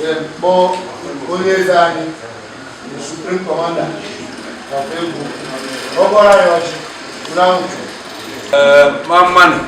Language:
Igbo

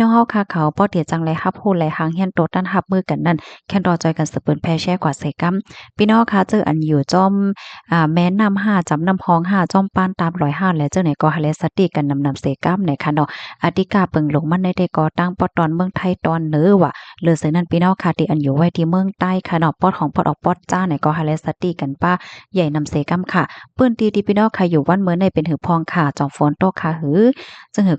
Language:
Shan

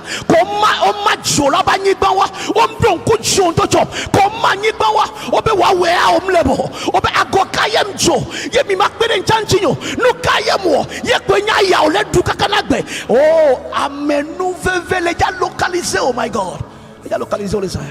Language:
Ewe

